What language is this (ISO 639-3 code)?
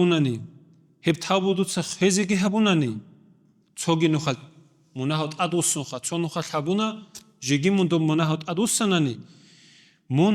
ava